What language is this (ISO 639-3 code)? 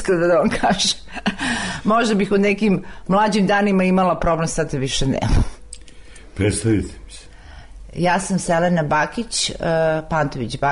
srp